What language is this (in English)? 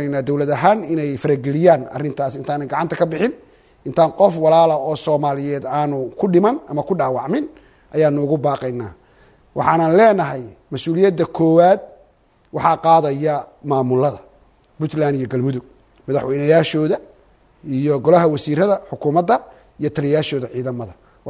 Somali